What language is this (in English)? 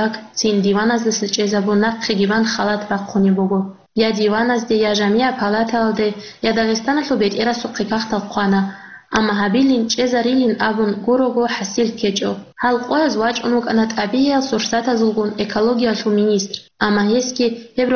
Avaric